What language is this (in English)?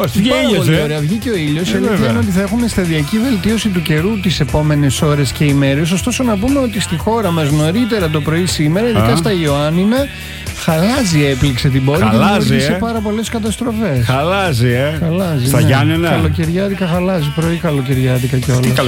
Greek